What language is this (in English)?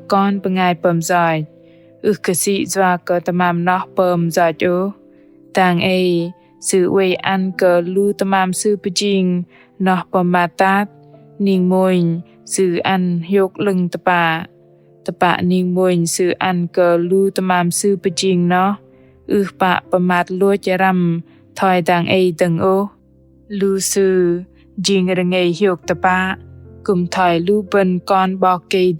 Bahnar